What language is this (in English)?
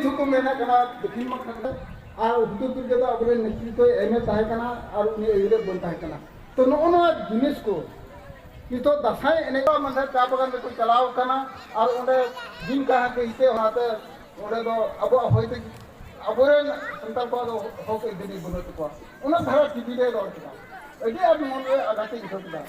Santali